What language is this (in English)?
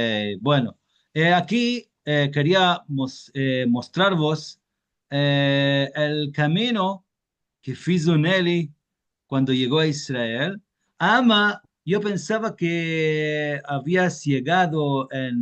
Ladino